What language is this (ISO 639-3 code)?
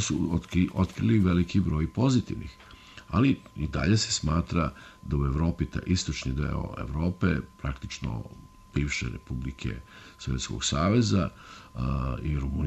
srp